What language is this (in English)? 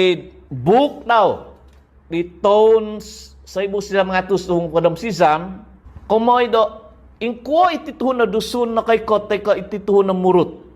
Central Dusun